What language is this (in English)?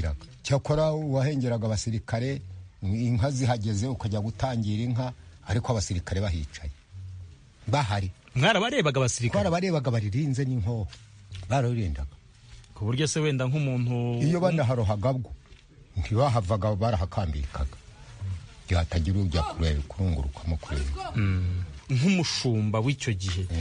Kinyarwanda